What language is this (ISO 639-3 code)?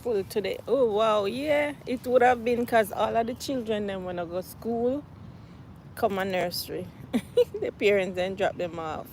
jam